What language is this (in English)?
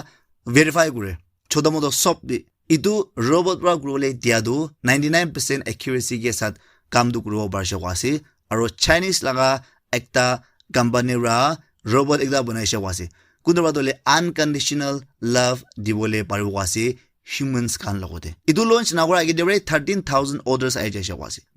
Naga Pidgin